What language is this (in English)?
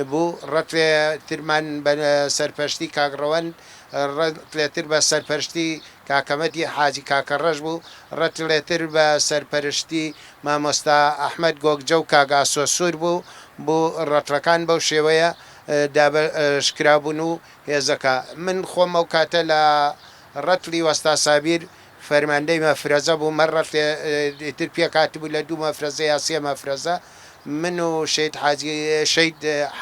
Central Kurdish